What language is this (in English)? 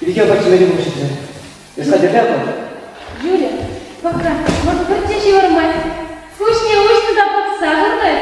Chuvash